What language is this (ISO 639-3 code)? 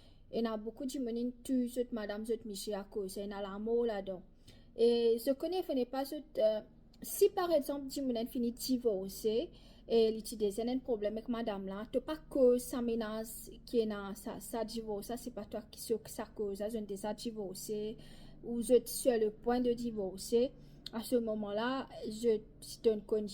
mfe